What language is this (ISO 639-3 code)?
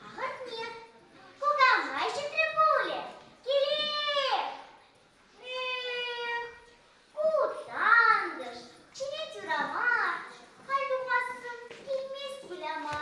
chv